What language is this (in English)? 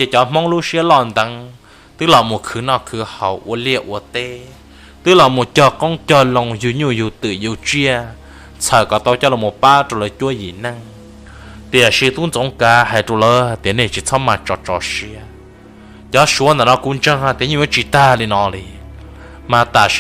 Hmong